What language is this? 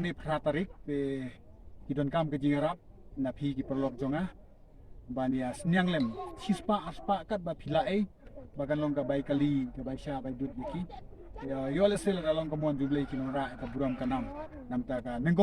Khasi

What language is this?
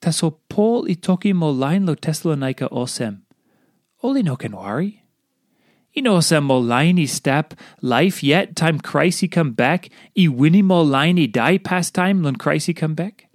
Tok Pisin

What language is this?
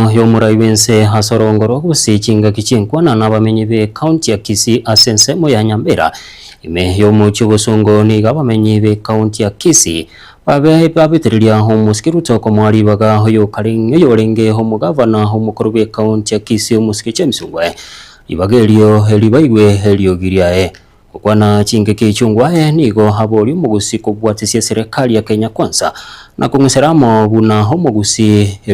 Gusii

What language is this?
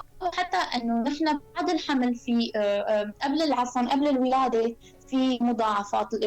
North Levantine Arabic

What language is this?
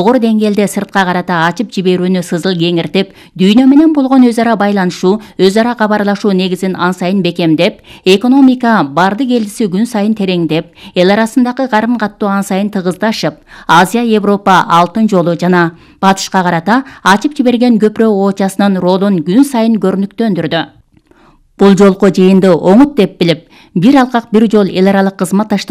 Kyrgyz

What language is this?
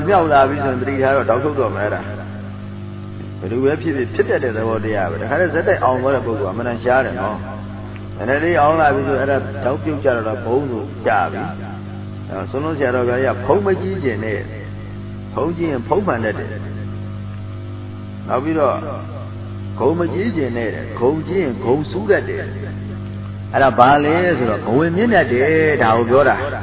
Burmese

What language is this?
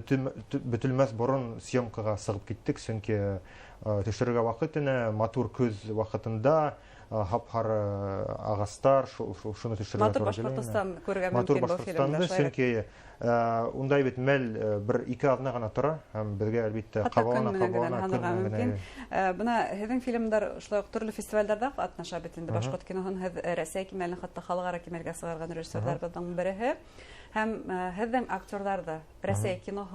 Bashkir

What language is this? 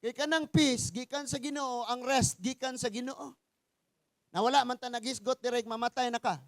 Cebuano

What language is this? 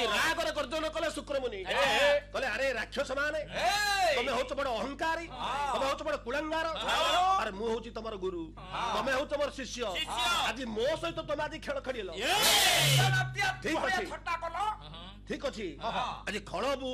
Odia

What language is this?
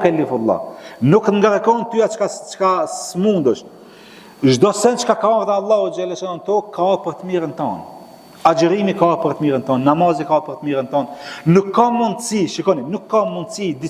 Albanian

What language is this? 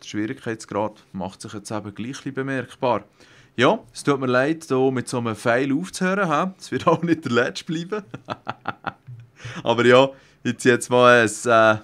Swiss German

